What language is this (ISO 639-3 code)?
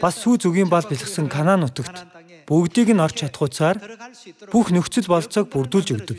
mon